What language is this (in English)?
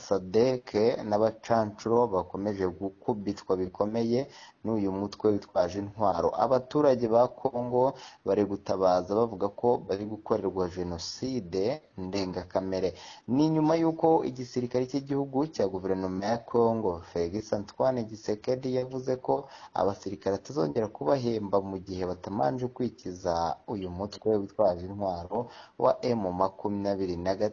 Kinyarwanda